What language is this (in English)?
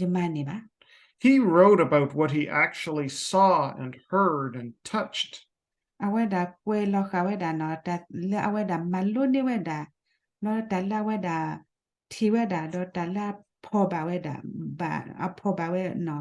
S'gaw Karen